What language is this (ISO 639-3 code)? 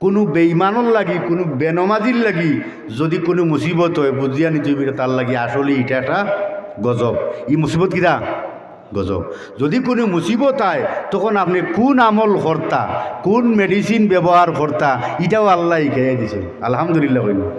syl